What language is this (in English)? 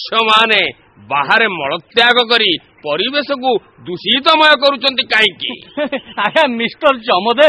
Odia